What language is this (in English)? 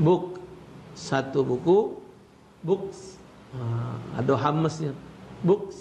Musi